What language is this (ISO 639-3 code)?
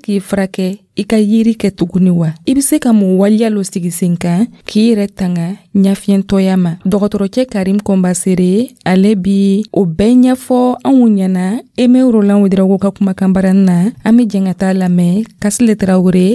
dyu